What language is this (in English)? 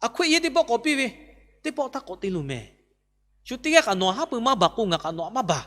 Lahu